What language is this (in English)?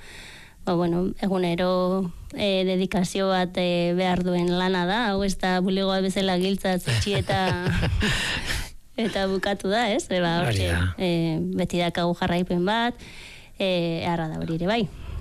Basque